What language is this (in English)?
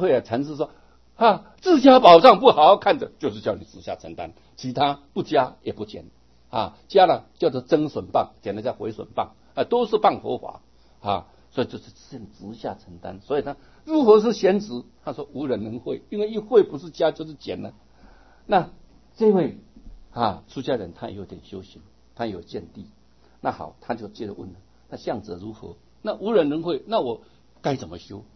Chinese